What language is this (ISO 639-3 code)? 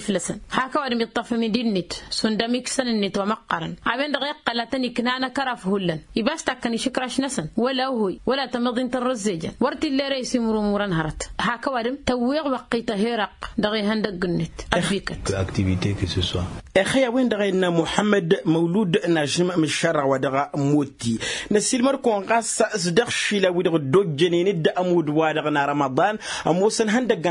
taq